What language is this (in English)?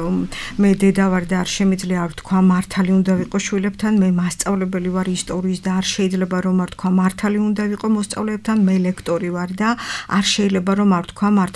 Georgian